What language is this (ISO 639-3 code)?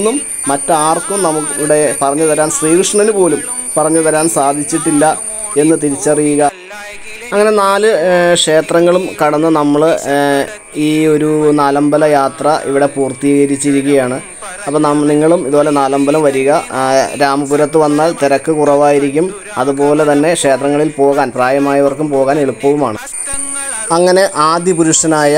mal